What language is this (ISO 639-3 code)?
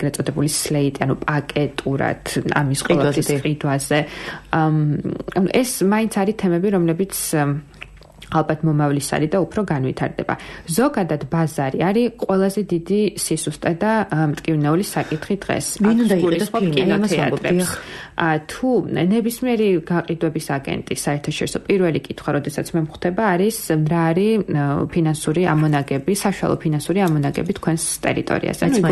kat